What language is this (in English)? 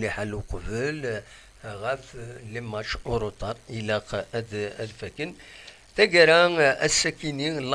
Kabyle